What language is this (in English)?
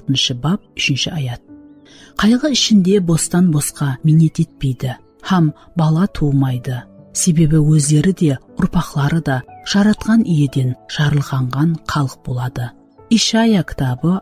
Kara-Kalpak